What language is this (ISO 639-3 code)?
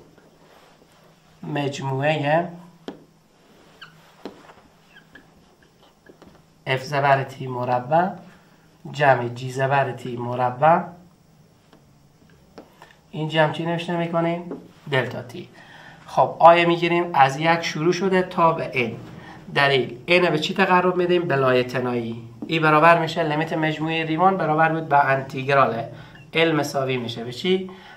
fas